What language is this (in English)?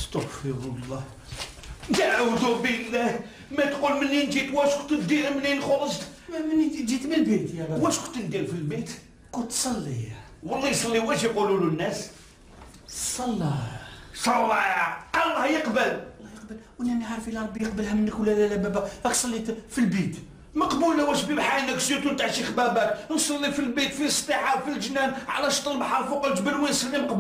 Algerian Arabic